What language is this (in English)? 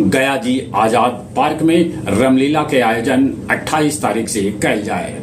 Magahi